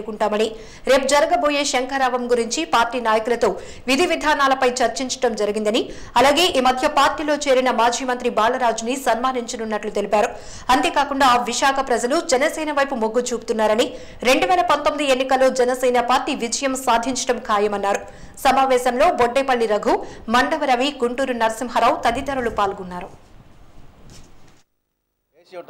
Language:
Telugu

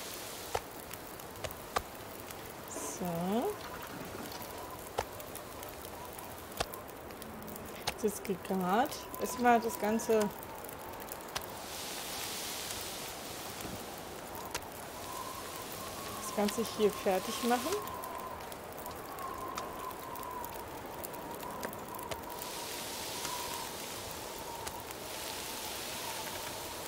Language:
German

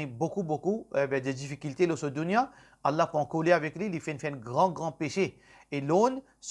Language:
Morisyen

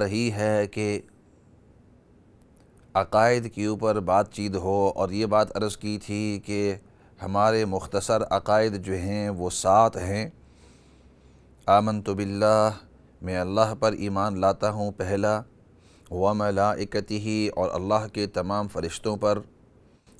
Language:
Urdu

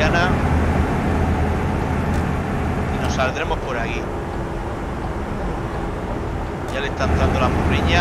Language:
Spanish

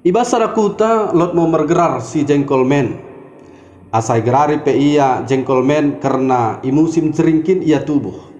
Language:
Batak Dairi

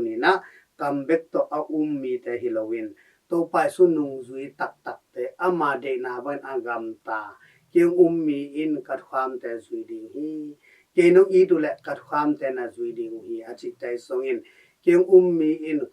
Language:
Tedim Chin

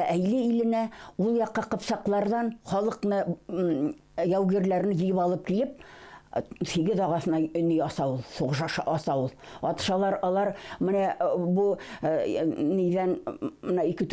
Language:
Bashkir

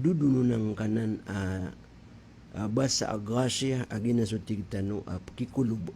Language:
Maranao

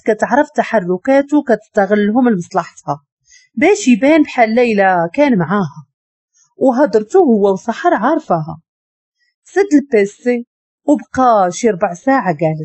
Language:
Moroccan Arabic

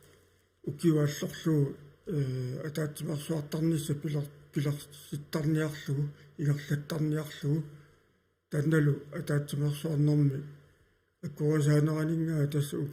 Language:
Kalaallisut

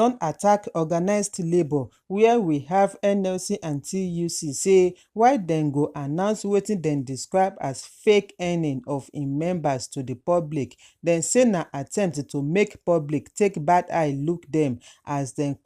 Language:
Nigerian Pidgin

